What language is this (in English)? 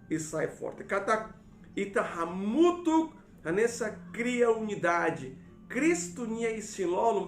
Tetum